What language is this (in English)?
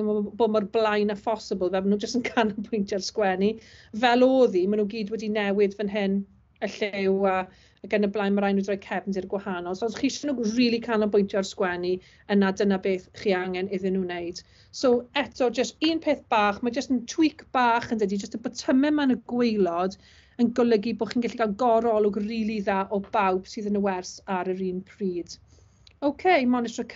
Welsh